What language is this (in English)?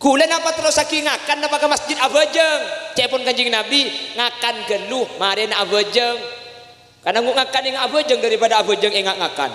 Madurese